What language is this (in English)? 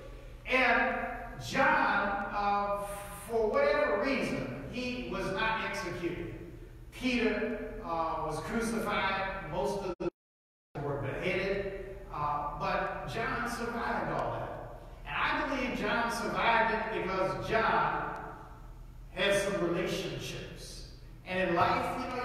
English